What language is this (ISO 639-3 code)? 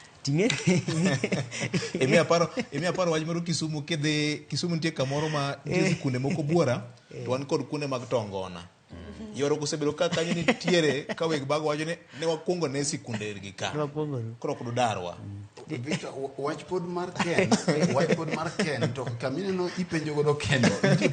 luo